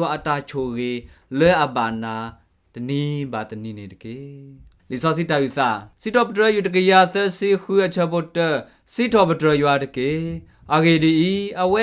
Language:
S'gaw Karen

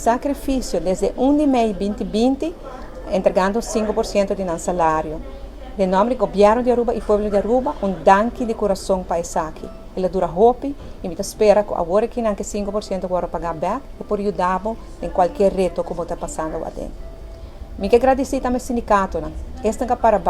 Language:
Papiamento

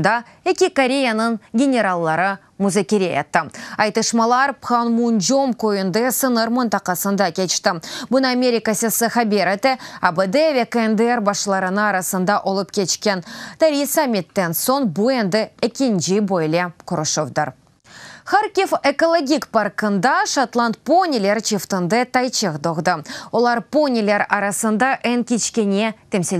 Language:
Crimean Tatar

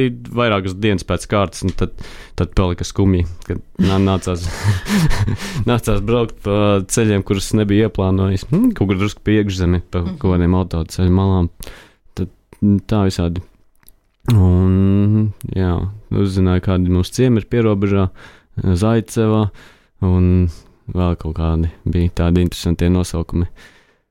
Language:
Latvian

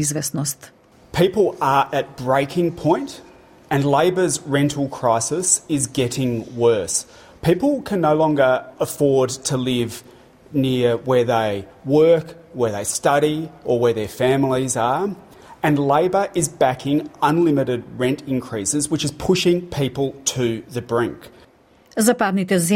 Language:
Macedonian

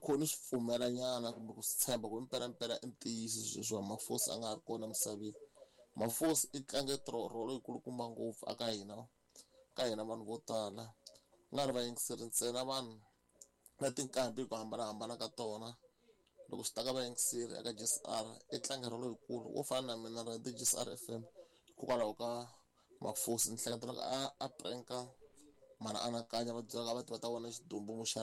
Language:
Tsonga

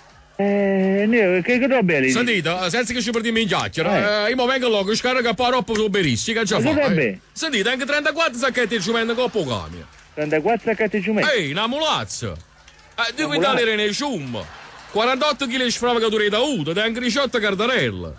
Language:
Neapolitan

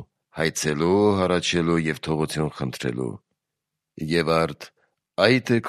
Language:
Armenian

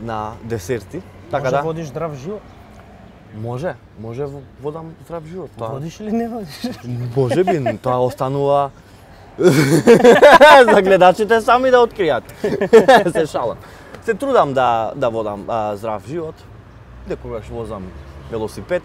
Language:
Macedonian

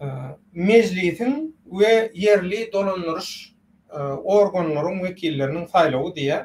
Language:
Turkmen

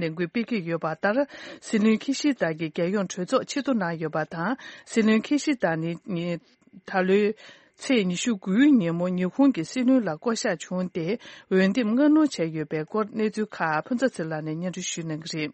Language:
Tibetan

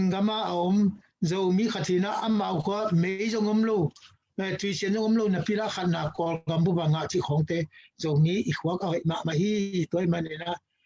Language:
Tedim Chin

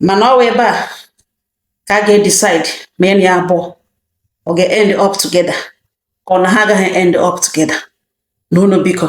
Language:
Igbo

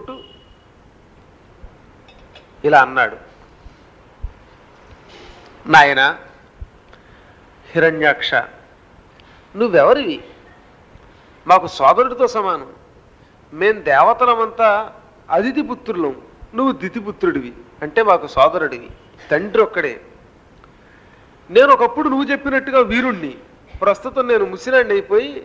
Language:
Telugu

